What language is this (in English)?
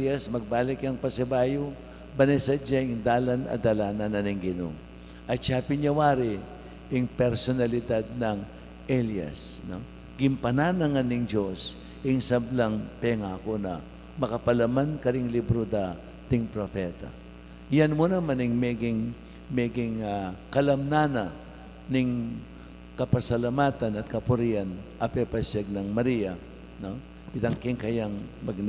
Pampanga